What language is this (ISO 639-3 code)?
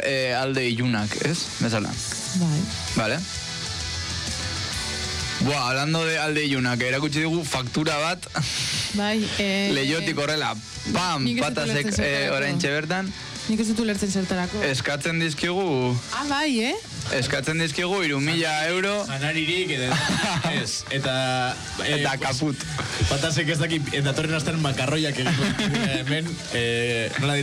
eus